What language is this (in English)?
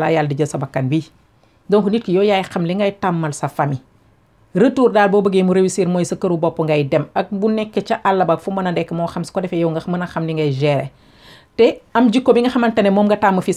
Wolof